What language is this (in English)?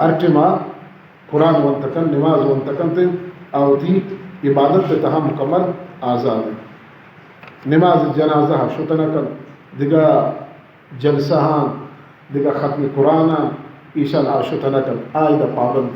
Baluchi